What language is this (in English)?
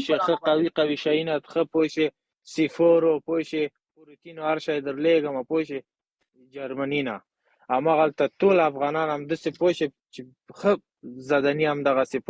Pashto